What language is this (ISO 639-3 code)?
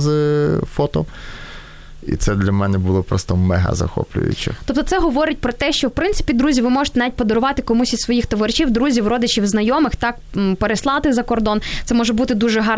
ukr